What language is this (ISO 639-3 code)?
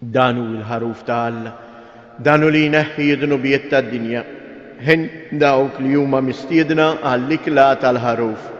mlt